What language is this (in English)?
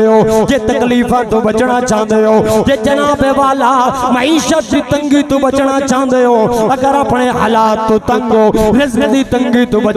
Saraiki